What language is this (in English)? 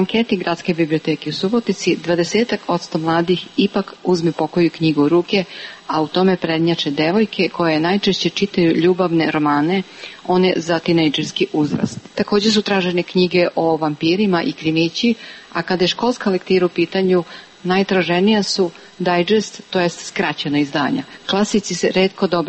Serbian